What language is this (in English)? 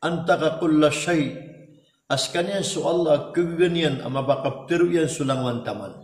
Maranao